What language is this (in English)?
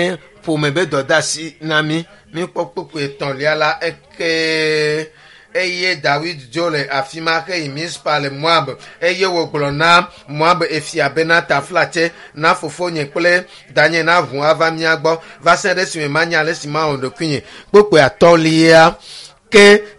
Ewe